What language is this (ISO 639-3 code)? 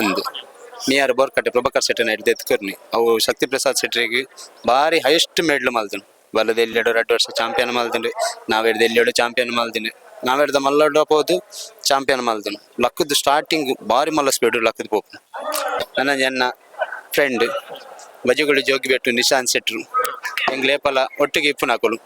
tcy